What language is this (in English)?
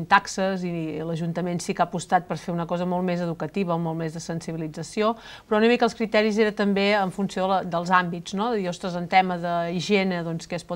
Catalan